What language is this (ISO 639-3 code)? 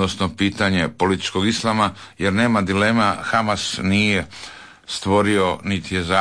hrv